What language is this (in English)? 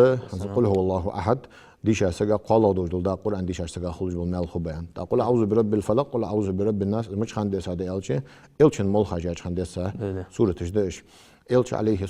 Ingush